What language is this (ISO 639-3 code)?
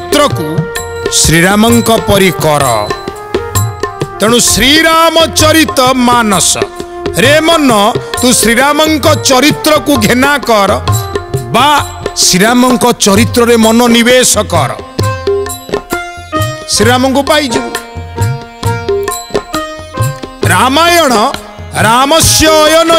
ori